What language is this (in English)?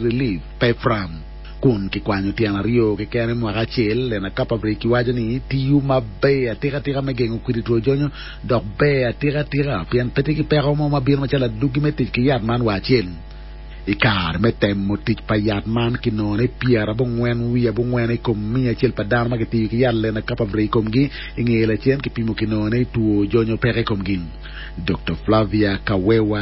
Acoli